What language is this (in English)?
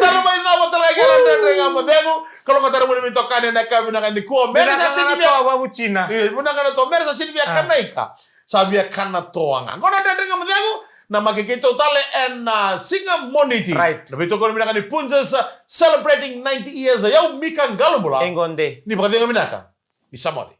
Fijian